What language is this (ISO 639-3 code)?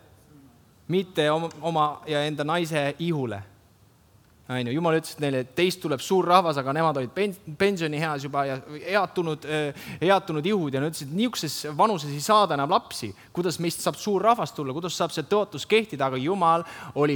est